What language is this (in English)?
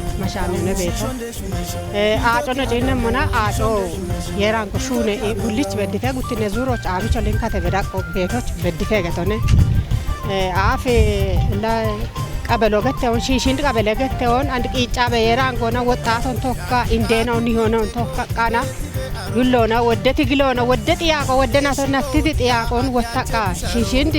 Kafa